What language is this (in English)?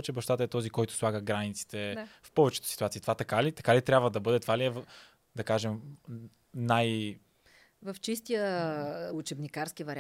Bulgarian